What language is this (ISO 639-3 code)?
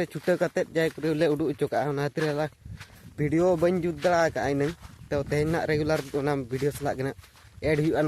sat